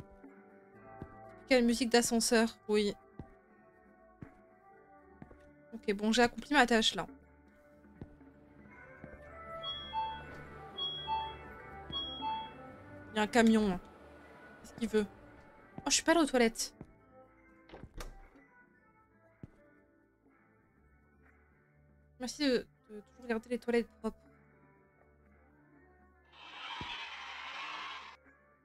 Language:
French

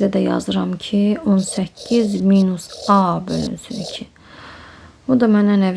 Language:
Azerbaijani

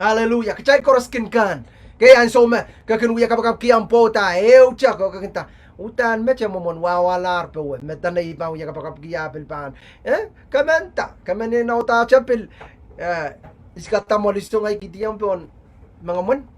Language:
Pohnpeian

